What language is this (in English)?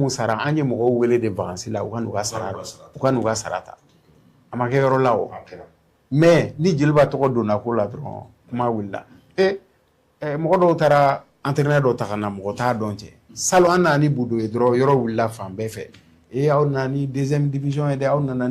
Bambara